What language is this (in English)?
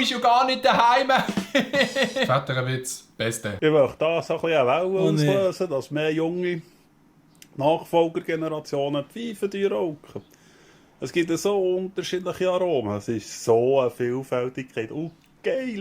Swiss German